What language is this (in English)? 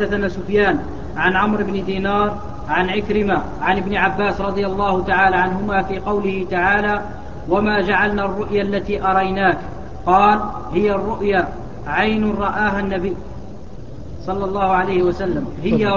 Arabic